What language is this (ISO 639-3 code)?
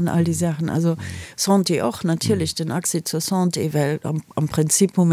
ltz